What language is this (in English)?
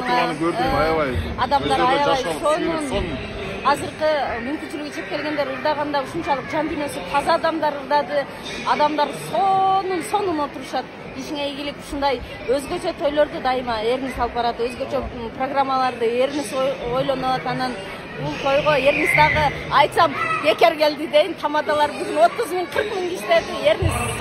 Kyrgyz